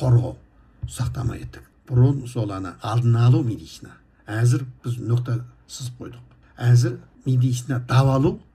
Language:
Kazakh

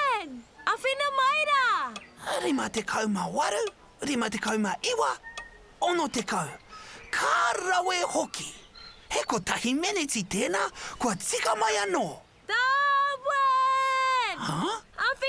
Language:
Māori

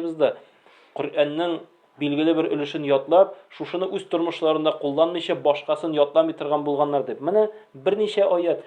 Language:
Tatar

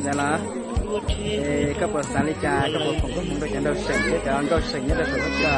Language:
Hmong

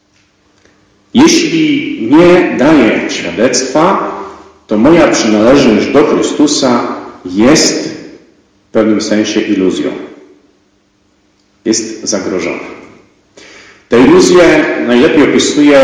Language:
Polish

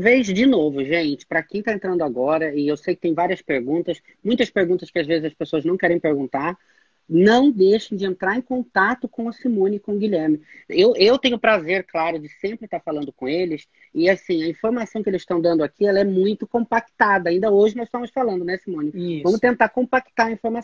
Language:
Portuguese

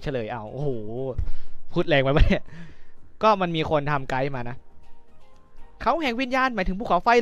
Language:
Thai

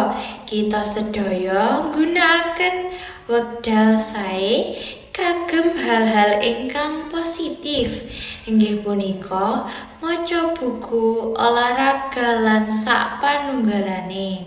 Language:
Javanese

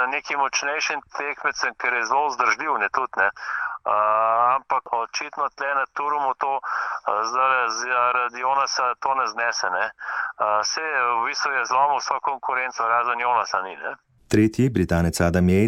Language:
Slovenian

